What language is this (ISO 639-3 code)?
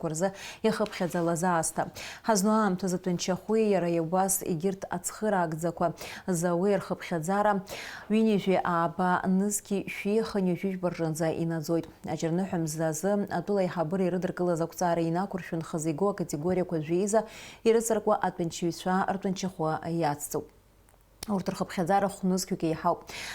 abk